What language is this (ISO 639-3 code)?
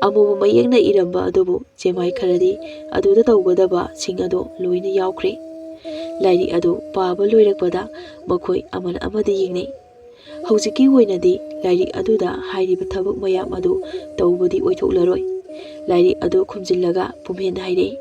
mni